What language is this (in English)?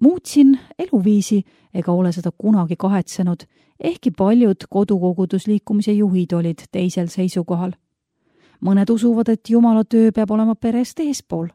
Estonian